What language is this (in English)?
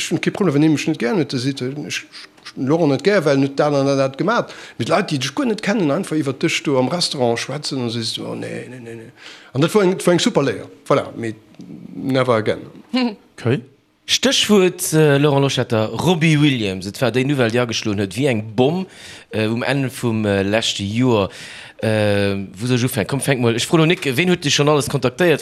Luxembourgish